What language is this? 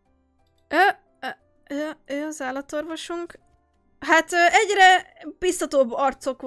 Hungarian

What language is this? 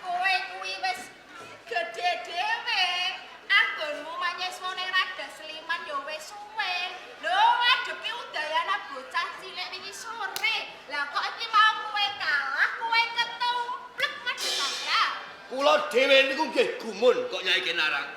Javanese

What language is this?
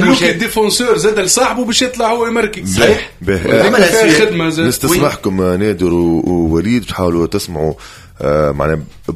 Tunisian Arabic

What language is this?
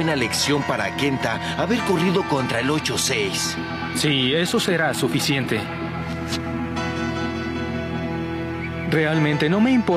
Spanish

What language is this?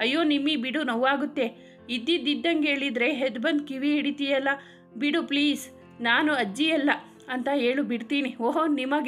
Kannada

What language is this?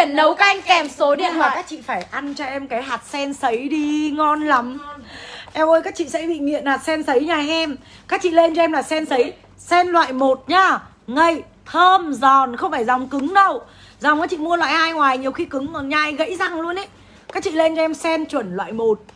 Vietnamese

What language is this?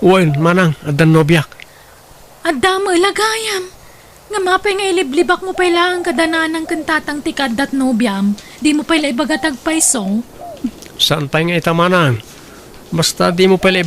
Iloko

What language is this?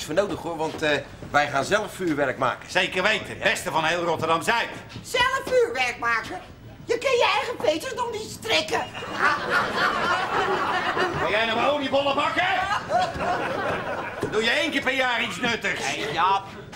Dutch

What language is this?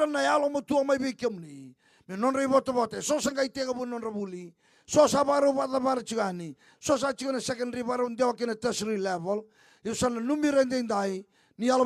Fijian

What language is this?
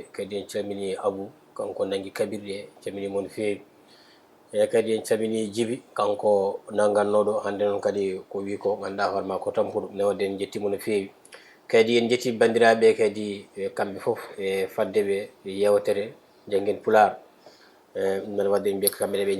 Fula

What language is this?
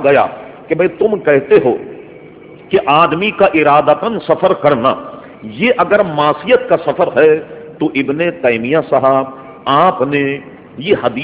Urdu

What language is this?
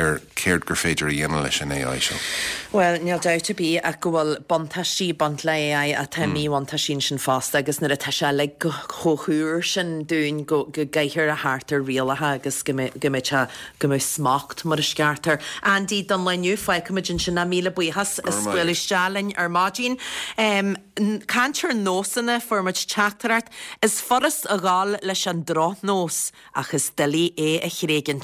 Irish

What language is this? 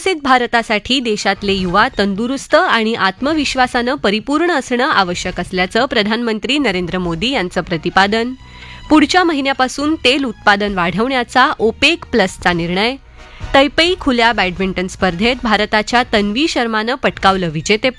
Marathi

